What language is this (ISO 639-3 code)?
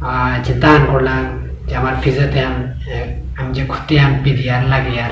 bpy